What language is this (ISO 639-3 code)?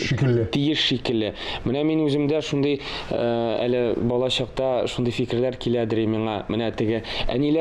tat